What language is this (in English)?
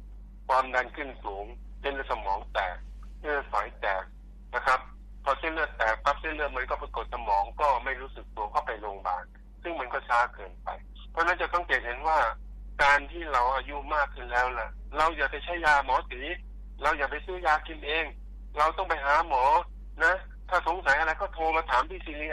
Thai